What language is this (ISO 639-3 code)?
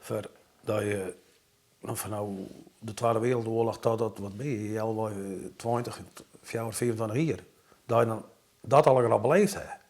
fry